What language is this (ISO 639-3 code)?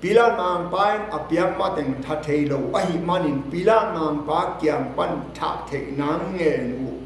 ctd